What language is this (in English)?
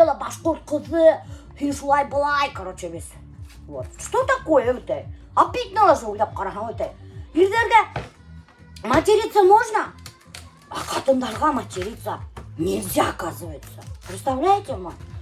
Bashkir